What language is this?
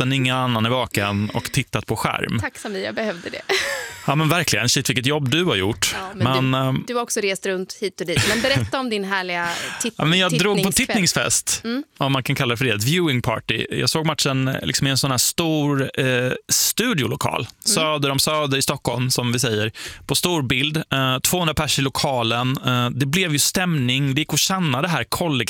Swedish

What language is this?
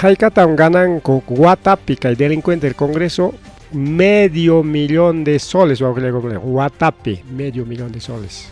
Ayacucho Quechua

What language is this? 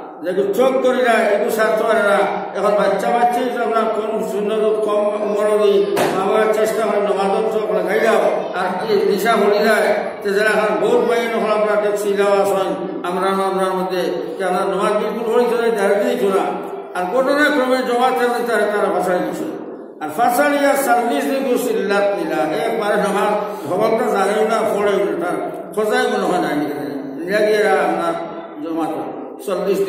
Sylheti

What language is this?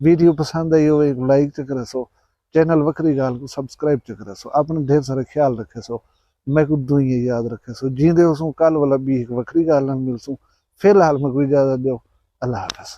Saraiki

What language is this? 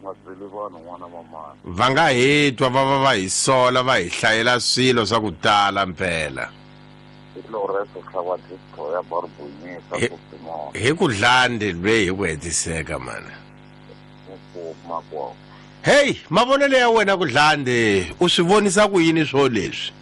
Tsonga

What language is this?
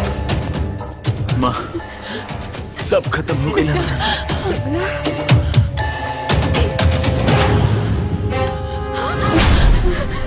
Bhojpuri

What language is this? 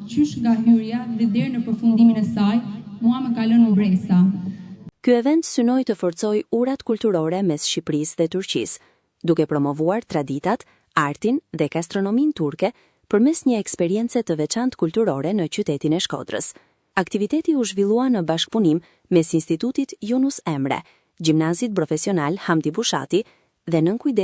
Albanian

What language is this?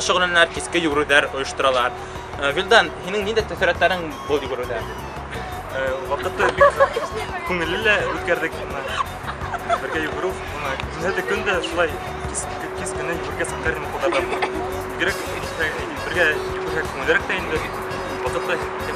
Bashkir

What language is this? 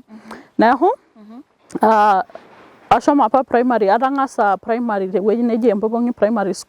Masai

